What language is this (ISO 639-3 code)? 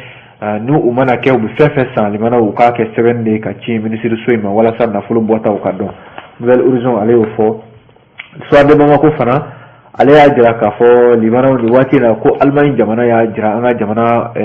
bam